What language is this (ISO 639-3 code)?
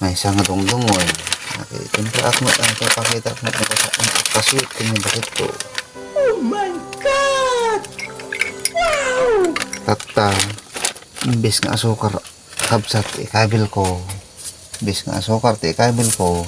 ilo